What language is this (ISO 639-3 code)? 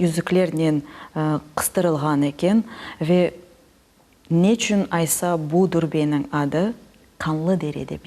crh